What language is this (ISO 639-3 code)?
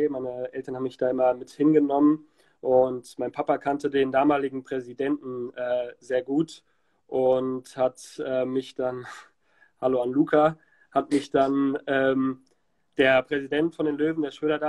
deu